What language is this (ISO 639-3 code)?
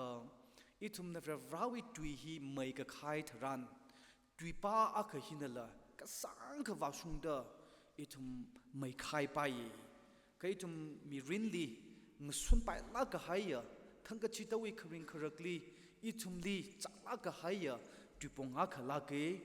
nmf